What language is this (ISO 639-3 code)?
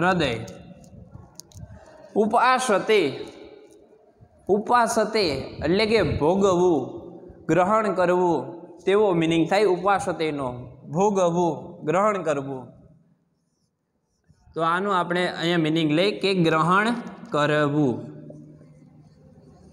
guj